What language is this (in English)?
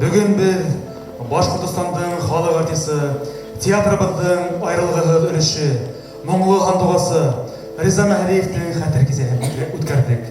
Bashkir